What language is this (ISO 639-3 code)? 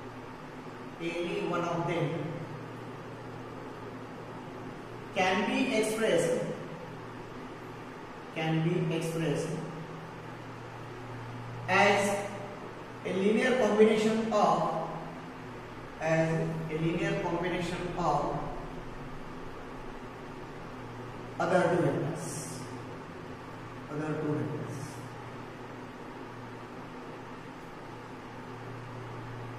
mar